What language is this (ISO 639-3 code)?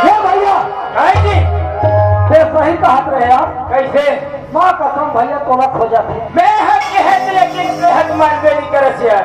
hne